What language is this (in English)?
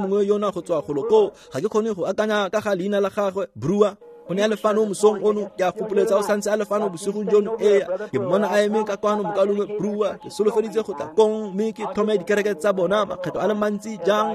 Tswana